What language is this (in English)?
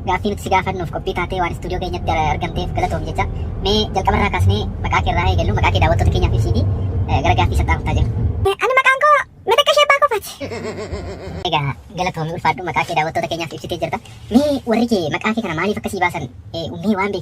Oromo